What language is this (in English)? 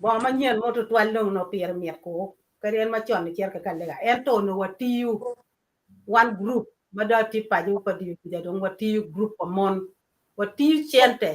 Acoli